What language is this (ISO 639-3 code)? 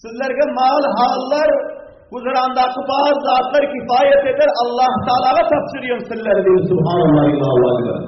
tuk